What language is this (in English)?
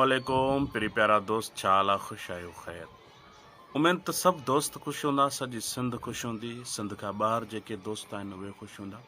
Sindhi